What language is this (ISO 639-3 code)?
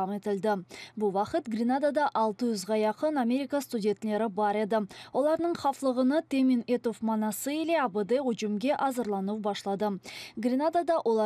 crh